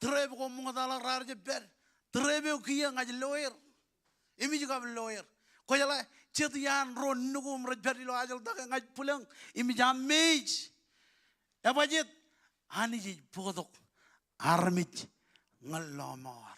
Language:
Marshallese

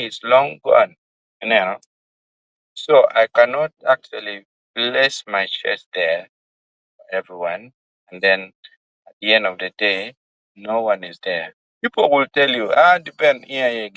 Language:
Acoli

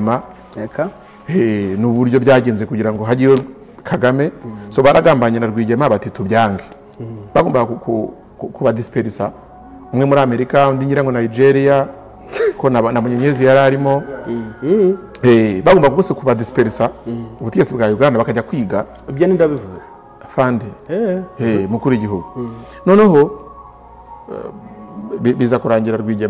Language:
Kinyarwanda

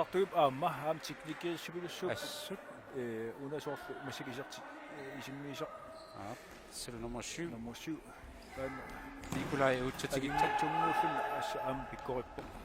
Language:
Kalaallisut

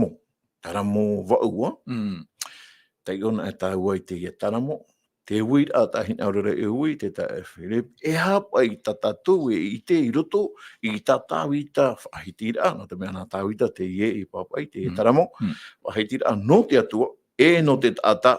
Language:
Tahitian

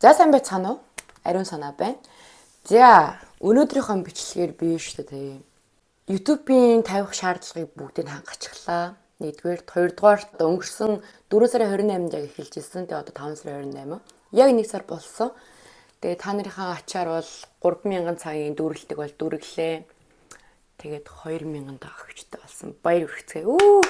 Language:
Mongolian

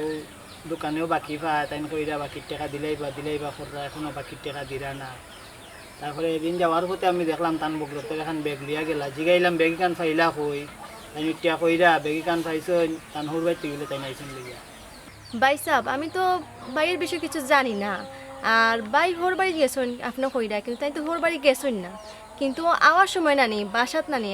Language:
Sylheti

